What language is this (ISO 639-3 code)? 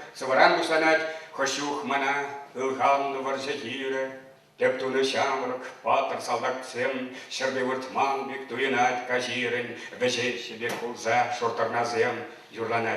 chv